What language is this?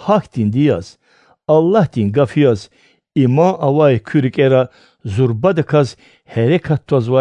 Lezghian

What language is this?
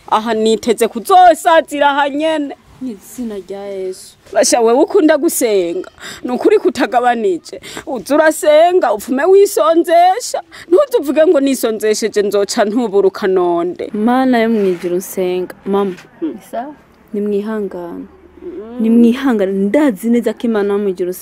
Rundi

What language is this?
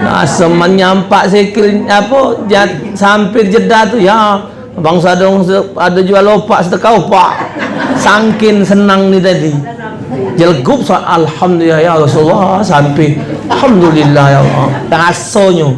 Musi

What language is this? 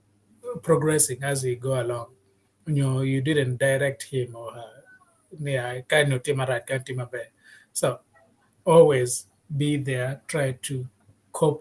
Acoli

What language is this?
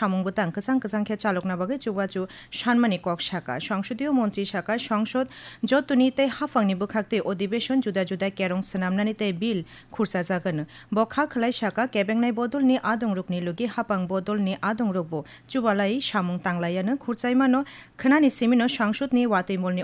Kok Borok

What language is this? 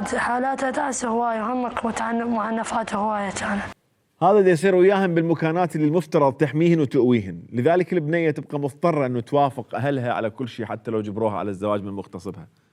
Mesopotamian Arabic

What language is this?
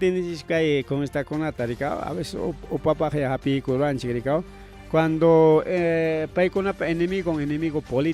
Ayacucho Quechua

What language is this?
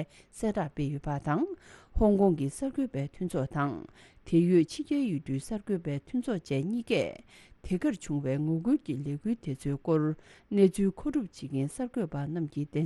Tibetan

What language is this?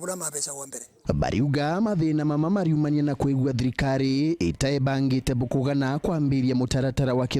Meru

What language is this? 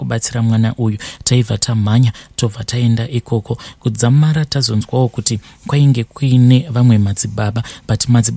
Shona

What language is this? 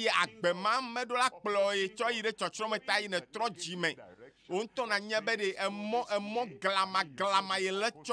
Ewe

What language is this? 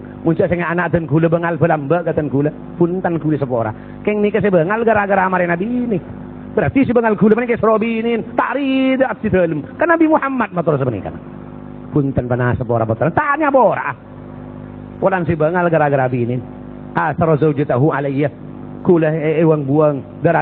Madurese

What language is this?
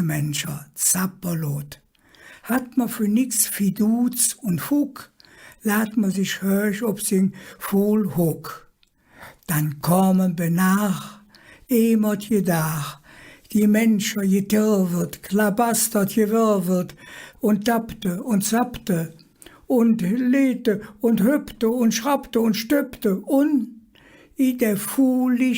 Colognian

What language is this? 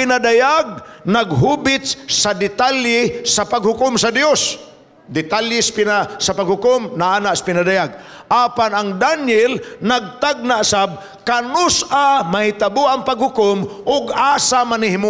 Cebuano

